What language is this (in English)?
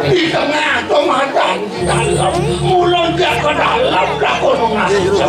Balinese